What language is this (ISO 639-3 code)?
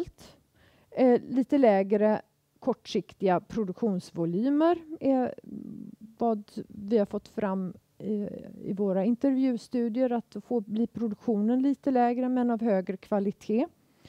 swe